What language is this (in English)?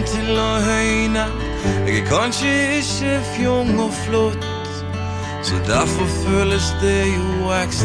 Norwegian